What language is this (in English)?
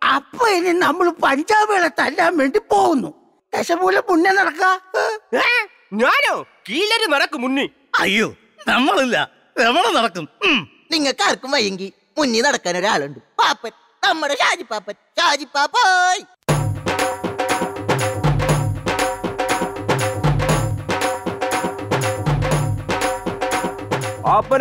Malayalam